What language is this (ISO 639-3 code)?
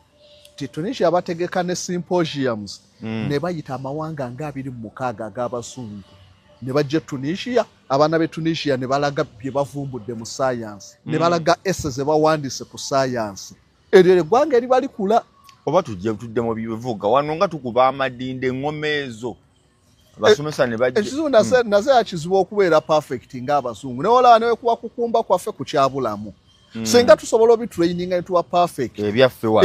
lug